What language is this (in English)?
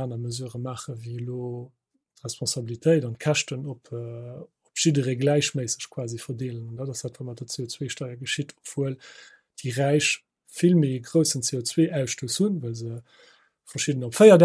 Luxembourgish